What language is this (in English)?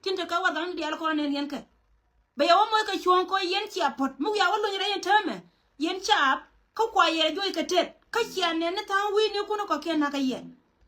Nuer